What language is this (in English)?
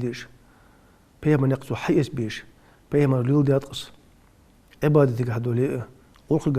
Ingush